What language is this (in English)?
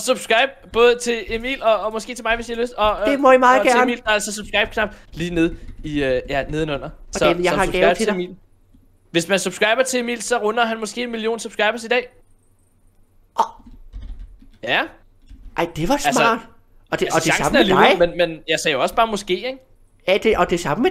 Danish